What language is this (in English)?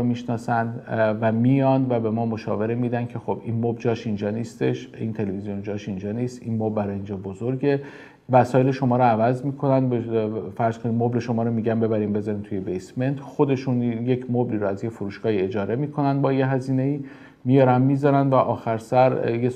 Persian